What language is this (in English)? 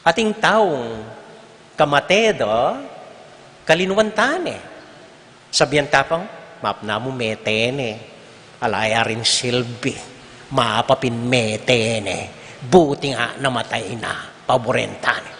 Pampanga